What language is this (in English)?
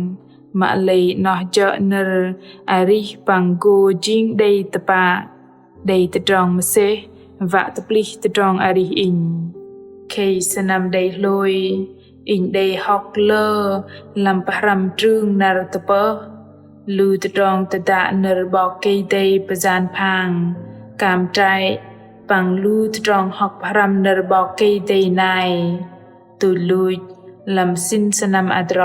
Bahnar